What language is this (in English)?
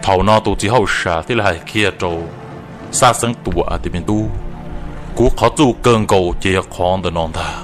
Hmong